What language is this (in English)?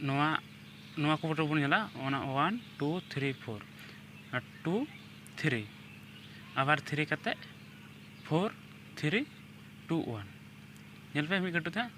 Santali